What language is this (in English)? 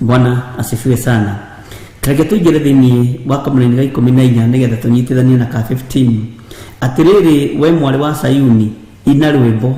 Kikuyu